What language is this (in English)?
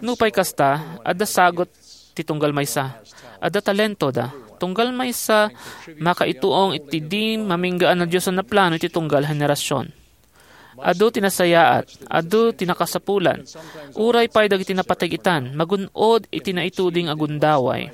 Iloko